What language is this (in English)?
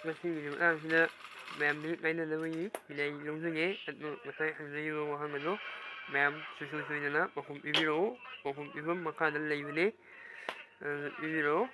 Manipuri